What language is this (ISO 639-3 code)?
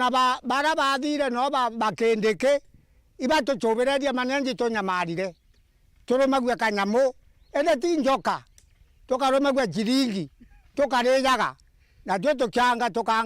mer